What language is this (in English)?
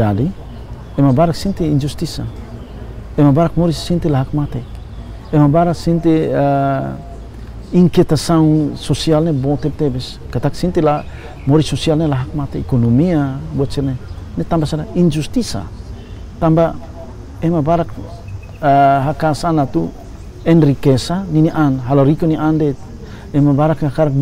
Tetum